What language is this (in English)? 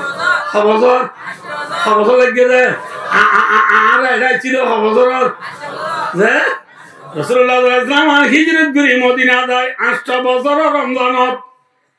Rohingya